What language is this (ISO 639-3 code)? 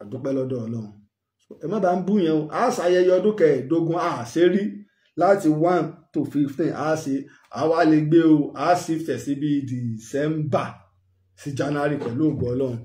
yor